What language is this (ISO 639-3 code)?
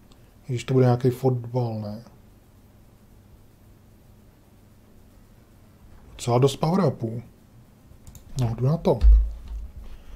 ces